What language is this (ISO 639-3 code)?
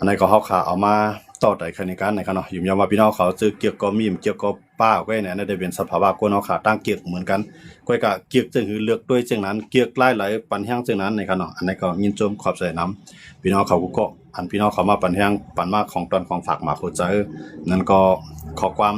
shn